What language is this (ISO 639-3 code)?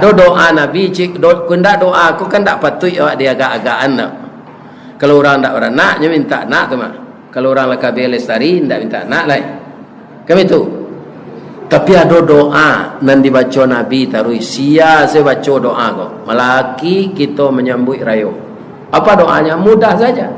min